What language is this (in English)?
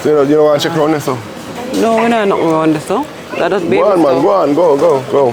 Jamaican Creole English